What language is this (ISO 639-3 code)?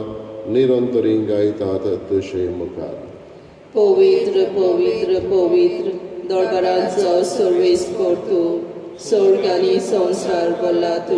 kok